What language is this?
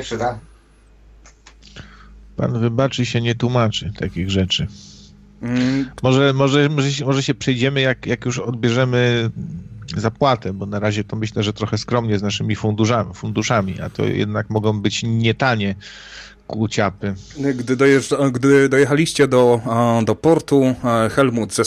Polish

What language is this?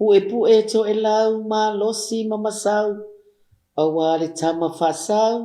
Samoan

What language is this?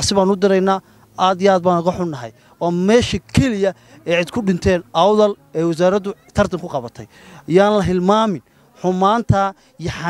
Somali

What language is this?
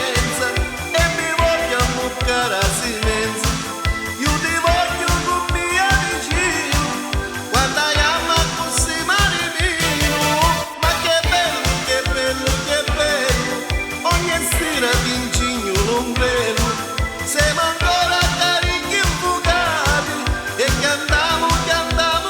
Neapolitan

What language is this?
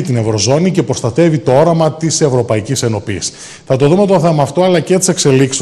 Greek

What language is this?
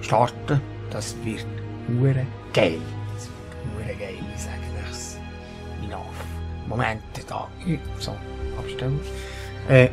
Swiss German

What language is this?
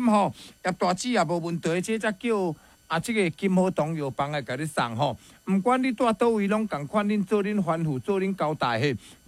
Min Nan Chinese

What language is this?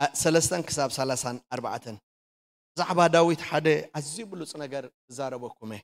Tigrinya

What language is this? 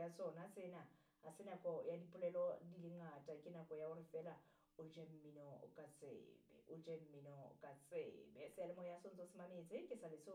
Southern Sotho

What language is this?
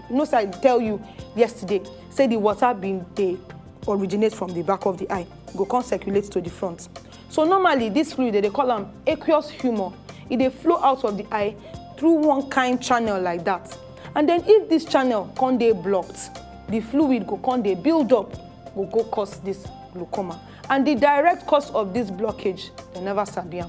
Nigerian Pidgin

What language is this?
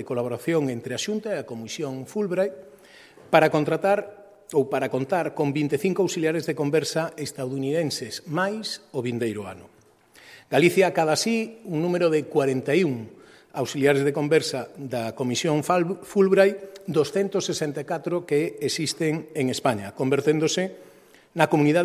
Galician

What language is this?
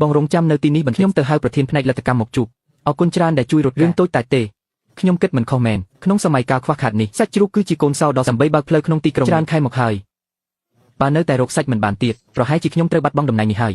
Khmer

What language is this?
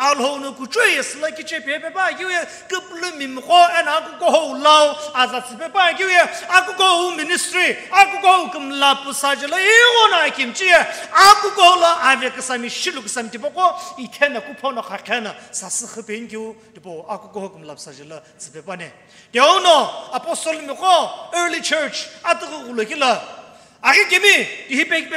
Sumi Naga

